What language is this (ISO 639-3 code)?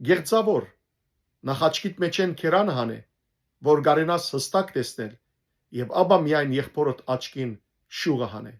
hyw